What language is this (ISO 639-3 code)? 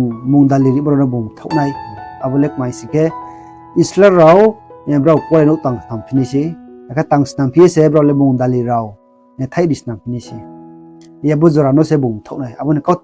ria